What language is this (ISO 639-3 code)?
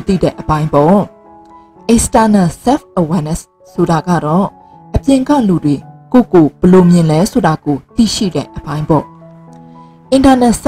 mya